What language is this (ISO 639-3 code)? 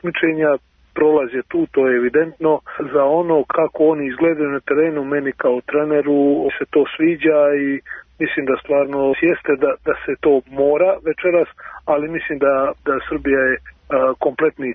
srp